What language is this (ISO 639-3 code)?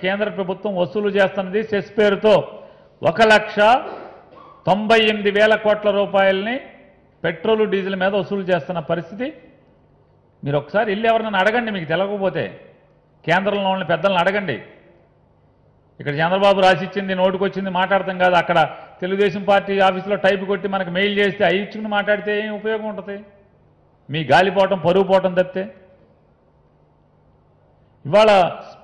tel